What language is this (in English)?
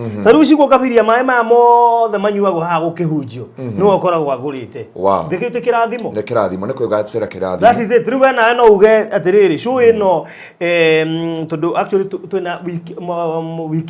Kikuyu